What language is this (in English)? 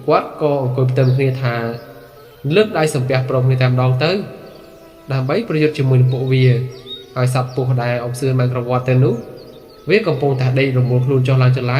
Khmer